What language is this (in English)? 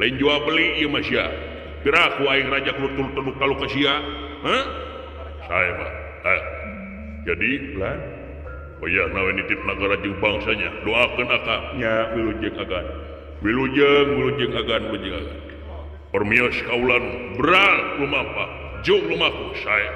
Sundanese